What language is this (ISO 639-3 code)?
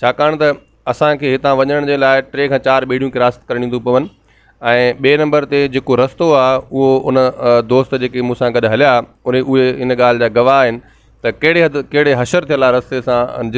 snd